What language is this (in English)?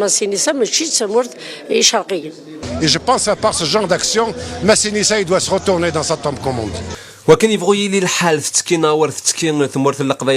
Kabyle